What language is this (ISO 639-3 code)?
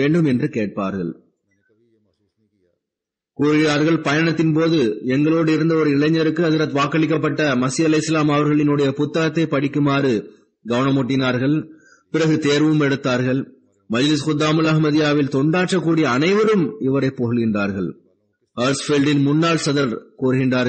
tam